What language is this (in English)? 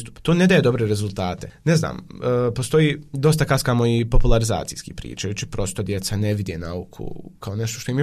Bosnian